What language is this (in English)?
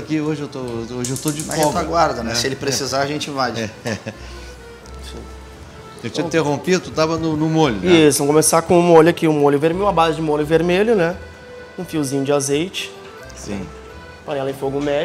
Portuguese